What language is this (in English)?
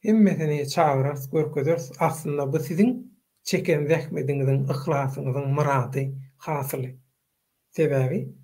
Turkmen